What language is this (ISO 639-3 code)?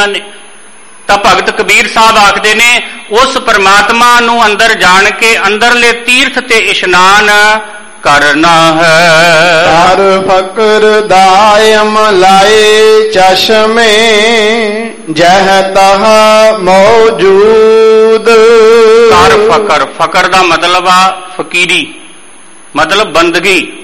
pan